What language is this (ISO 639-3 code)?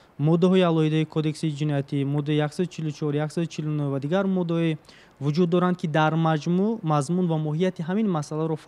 tgk